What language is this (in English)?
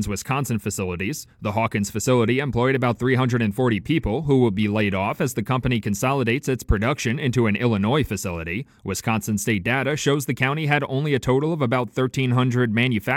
English